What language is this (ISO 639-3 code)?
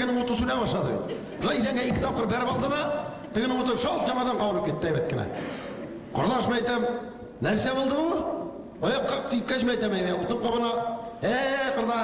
tat